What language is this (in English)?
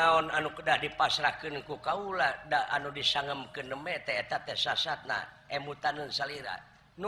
Sundanese